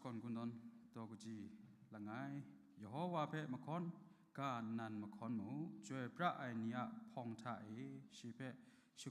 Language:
Kachin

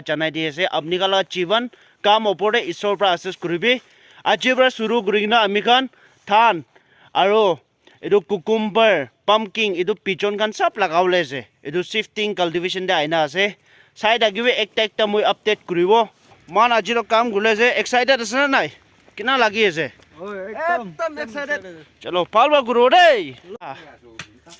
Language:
Naga Pidgin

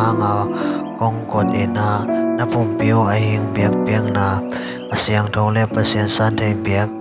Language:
Tedim Chin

